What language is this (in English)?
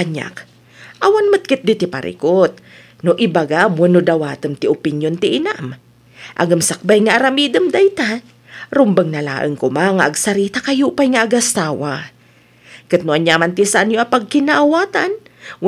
Iloko